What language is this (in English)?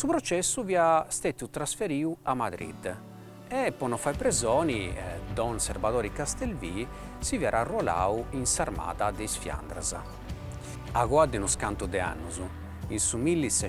Sardinian